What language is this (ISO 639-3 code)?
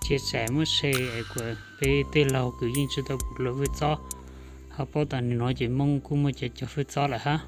hmn